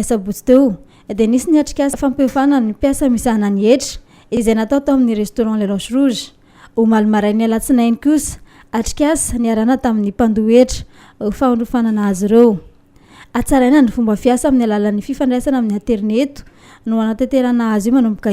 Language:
Malagasy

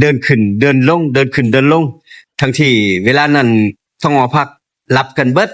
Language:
Northeastern Thai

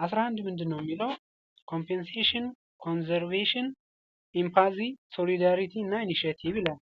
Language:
Amharic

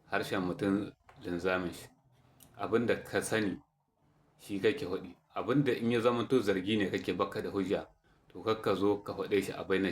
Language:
Hausa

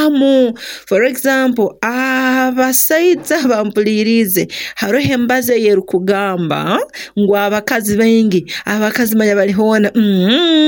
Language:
Nyoro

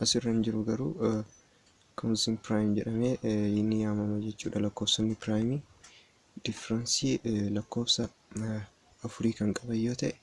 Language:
Oromo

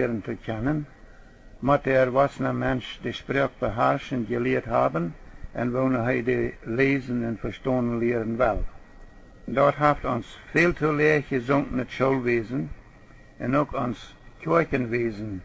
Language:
Plautdietsch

